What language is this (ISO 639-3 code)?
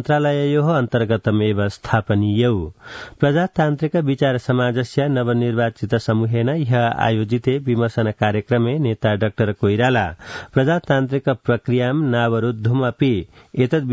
san